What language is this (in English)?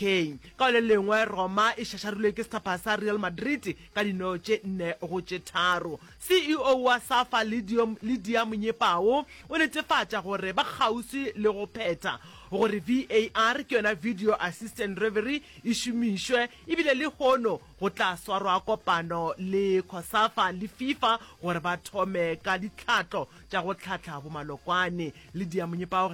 Northern Sotho